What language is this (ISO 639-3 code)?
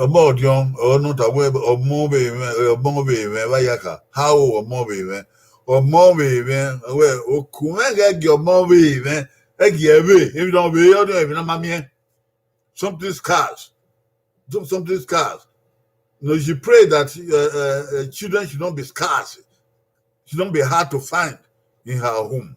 bin